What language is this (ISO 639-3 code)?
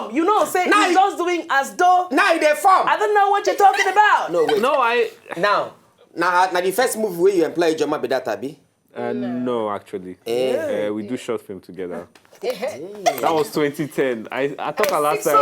pcm